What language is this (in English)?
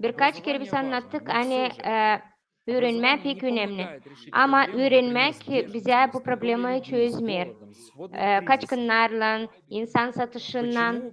Gagauz